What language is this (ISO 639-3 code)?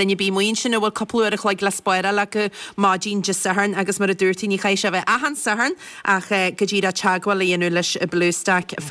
gle